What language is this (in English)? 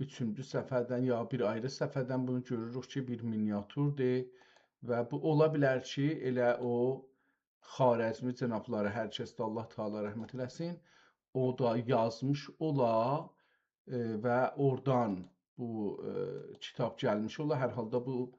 South Azerbaijani